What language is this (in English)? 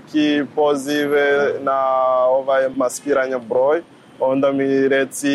Croatian